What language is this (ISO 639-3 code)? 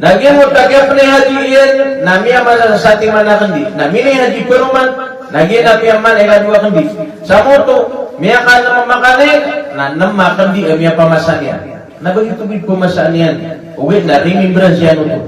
mrw